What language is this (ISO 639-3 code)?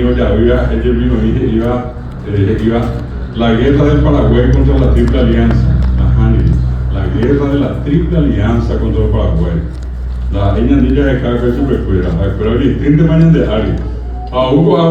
grn